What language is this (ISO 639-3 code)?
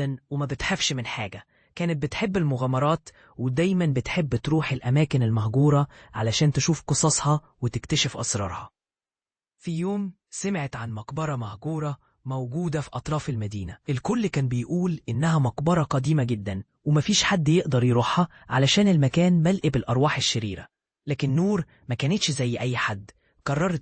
arz